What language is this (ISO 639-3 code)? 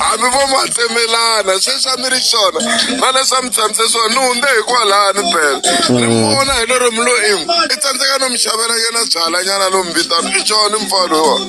tso